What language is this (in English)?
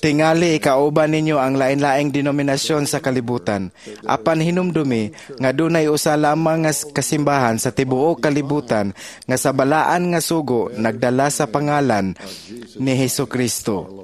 Cebuano